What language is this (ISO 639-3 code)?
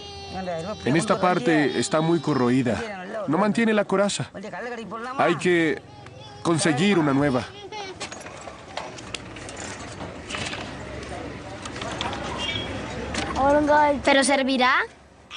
spa